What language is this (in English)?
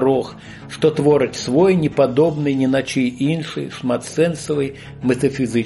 Belarusian